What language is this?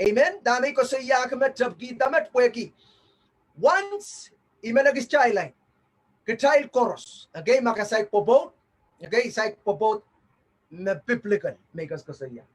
Pohnpeian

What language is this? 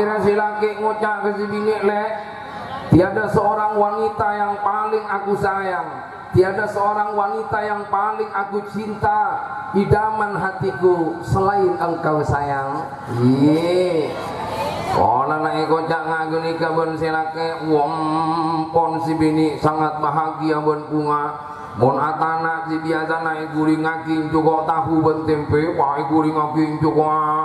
Madurese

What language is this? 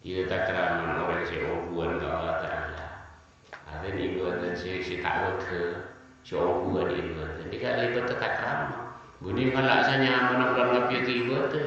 Madurese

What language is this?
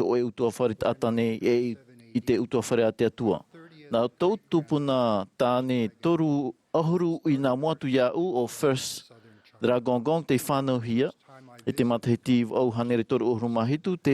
Tahitian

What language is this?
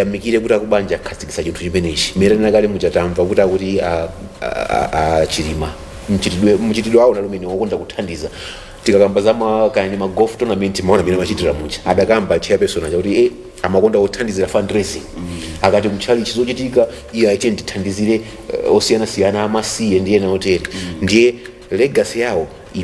Nyanja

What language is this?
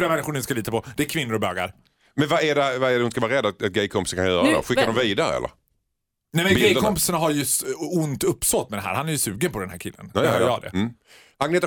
Swedish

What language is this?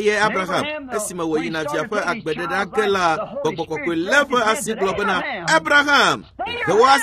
Ewe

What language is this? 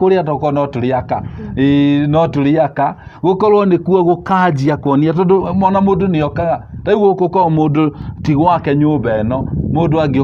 Kikuyu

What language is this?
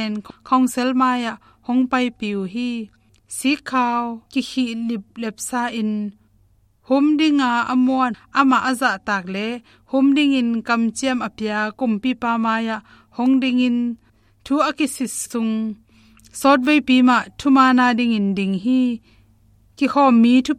Tedim Chin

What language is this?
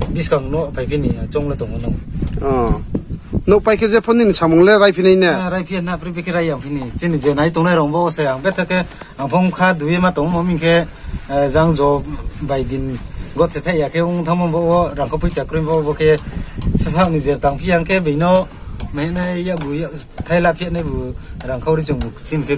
Riang (India)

